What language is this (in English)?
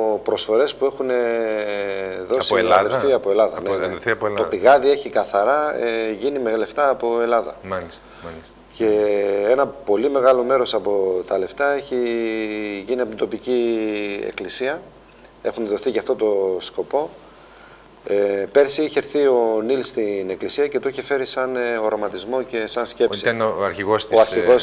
Greek